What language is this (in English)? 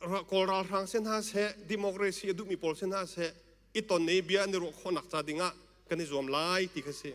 Hakha Chin